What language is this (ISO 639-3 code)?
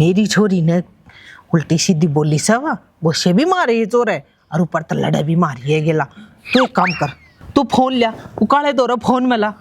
bgc